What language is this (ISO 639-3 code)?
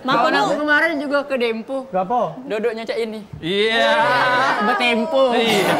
mui